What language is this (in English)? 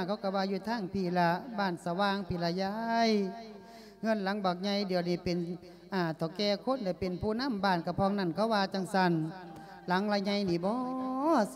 Lao